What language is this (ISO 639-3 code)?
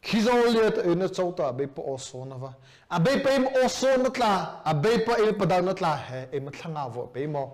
mrh